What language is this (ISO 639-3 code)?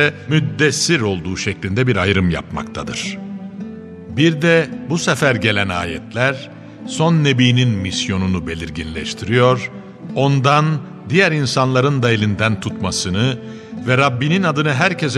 tur